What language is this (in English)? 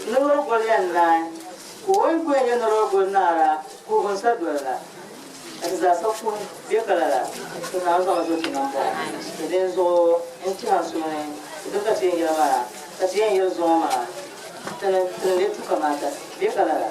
Dagbani